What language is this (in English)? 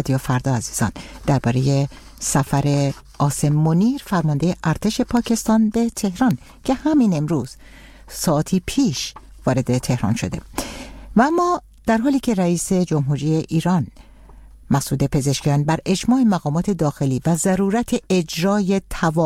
Persian